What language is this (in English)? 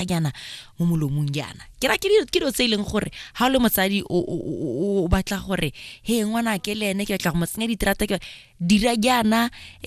Tswana